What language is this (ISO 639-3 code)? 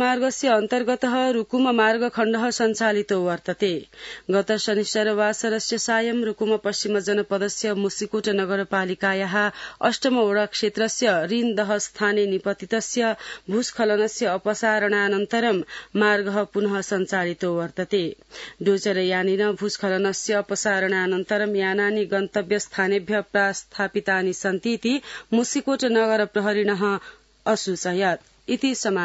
san